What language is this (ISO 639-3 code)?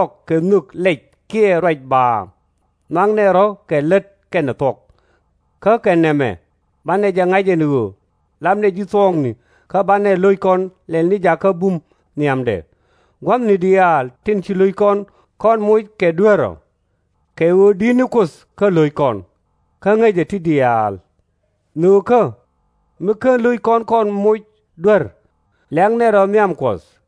nus